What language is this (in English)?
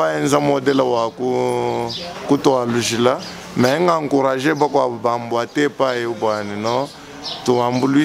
Luba-Lulua